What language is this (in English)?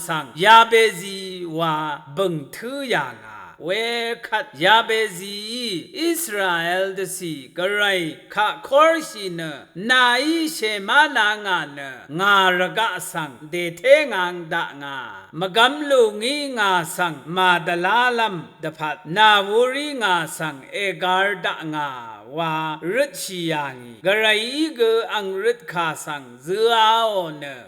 Rawang